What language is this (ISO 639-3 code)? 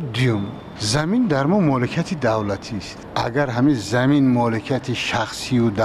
fas